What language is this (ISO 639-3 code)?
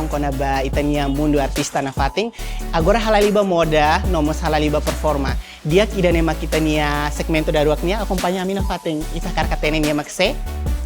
tet